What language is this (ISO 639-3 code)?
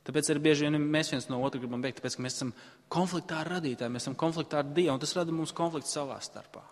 lav